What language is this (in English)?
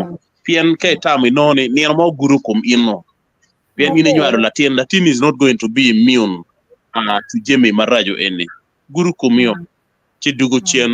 Acoli